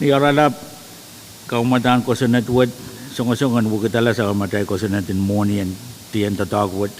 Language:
Pohnpeian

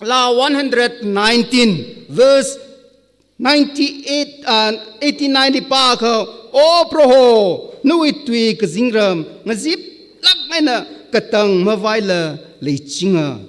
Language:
Tangkhul Naga (India)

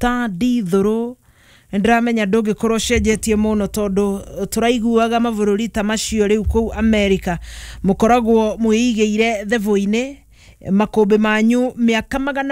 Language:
Kikuyu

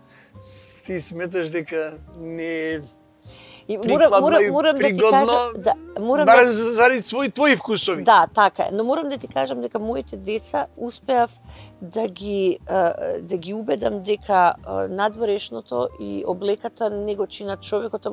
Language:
Macedonian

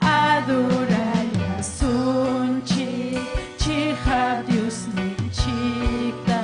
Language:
Ayacucho Quechua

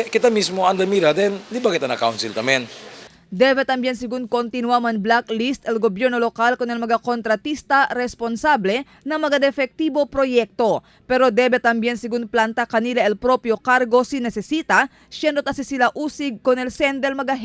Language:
Chavacano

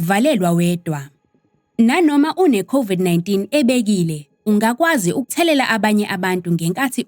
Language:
Zulu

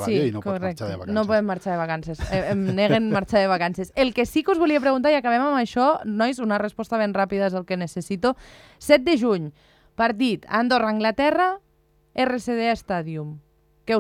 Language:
Catalan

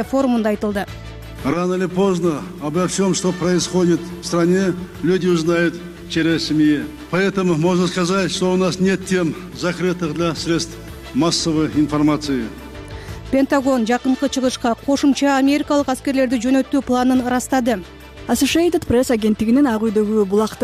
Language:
Kyrgyz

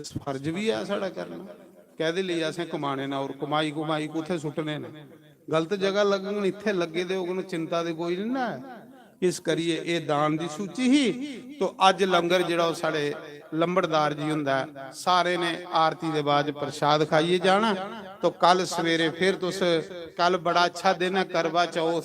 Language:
Dogri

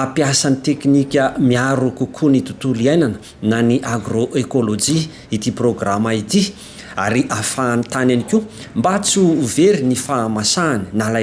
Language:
Malagasy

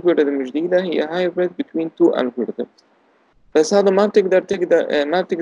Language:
South Levantine Arabic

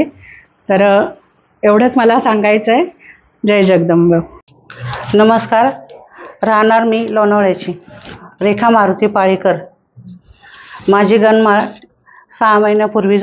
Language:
Marathi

